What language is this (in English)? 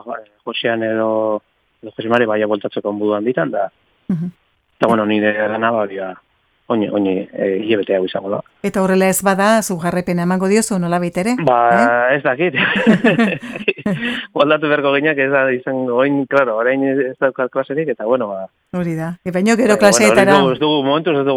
Basque